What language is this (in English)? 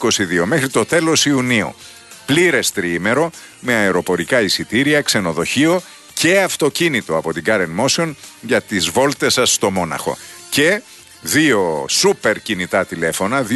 Greek